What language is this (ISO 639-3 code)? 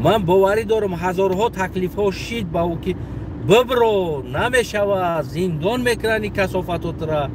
tgk